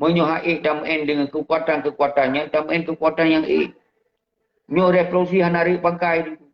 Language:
Achinese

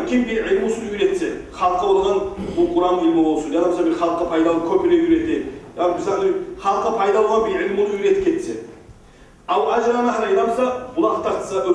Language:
Kumyk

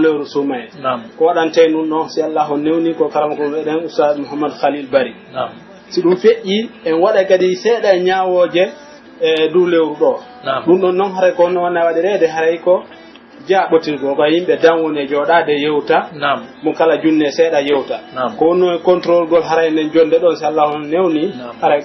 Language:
Pular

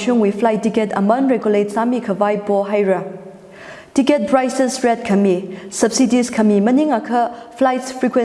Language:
Tangkhul Naga (India)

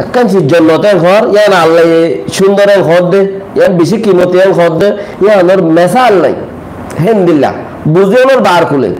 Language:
Rohingya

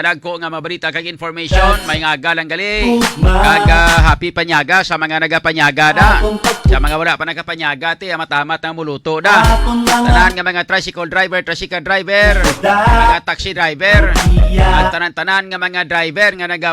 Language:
Hiligaynon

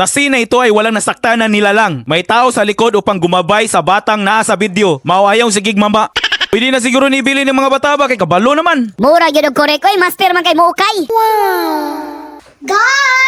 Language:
Cebuano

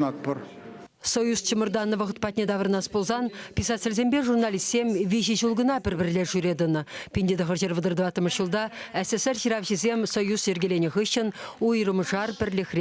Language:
Chuvash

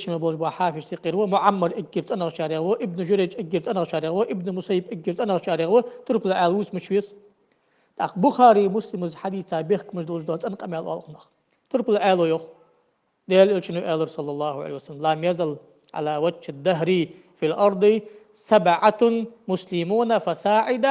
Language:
Ingush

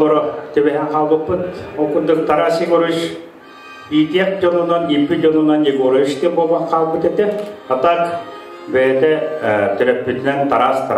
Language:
Yakut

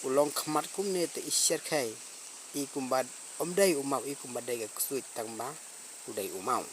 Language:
Khasi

